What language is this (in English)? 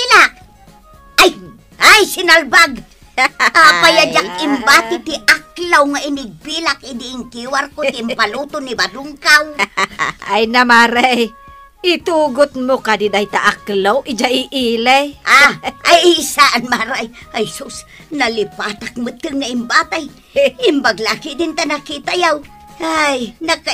Iloko